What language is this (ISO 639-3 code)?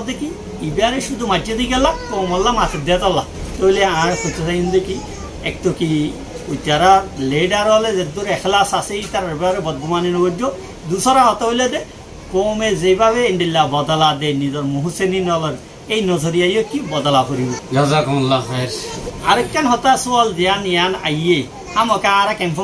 rhg